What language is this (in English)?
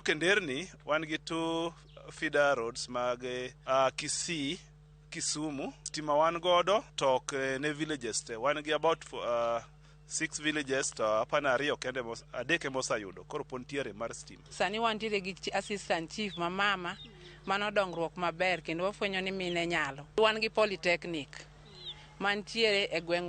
Luo (Kenya and Tanzania)